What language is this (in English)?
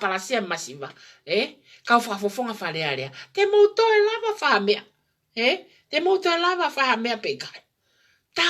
Tongan